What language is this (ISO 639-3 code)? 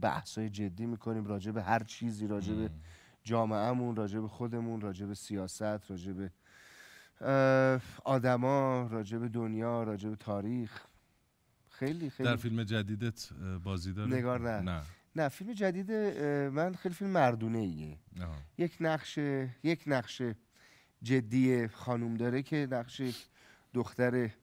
fas